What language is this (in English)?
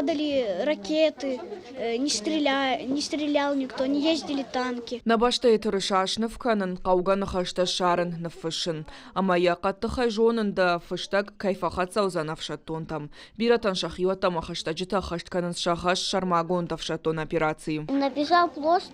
Ossetic